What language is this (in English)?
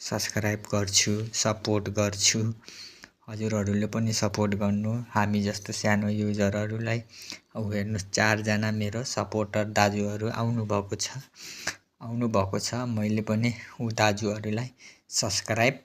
Nepali